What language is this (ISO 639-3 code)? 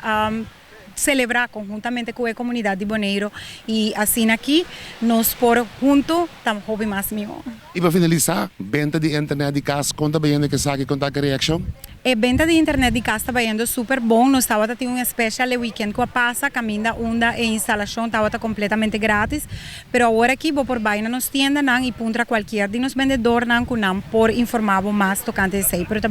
pap